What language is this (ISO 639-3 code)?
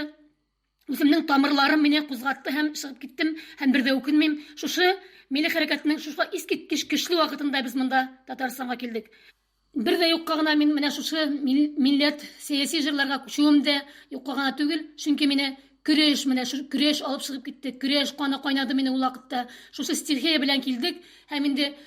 tat